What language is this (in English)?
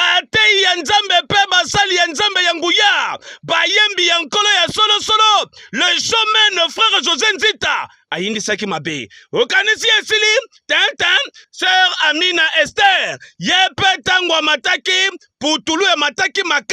Lingala